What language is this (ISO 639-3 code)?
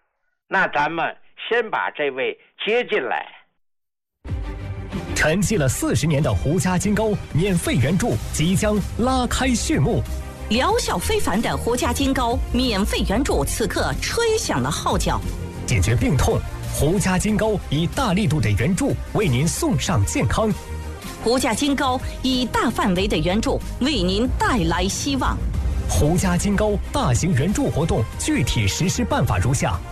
zho